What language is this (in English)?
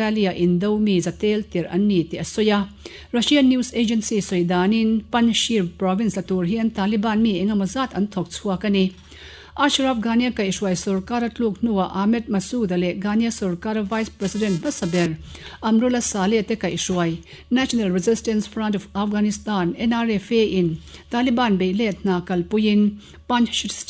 Mizo